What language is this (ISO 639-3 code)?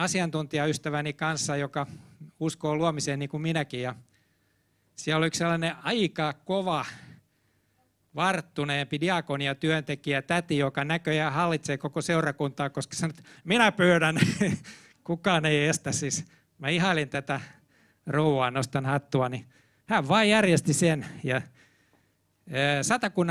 fin